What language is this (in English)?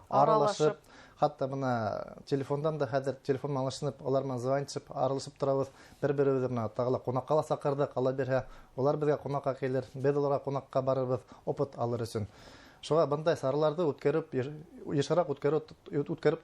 Bashkir